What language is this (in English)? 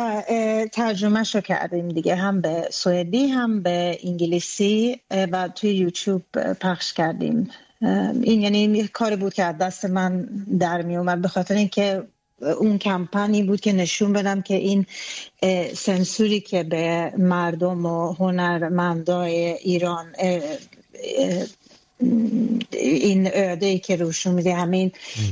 Persian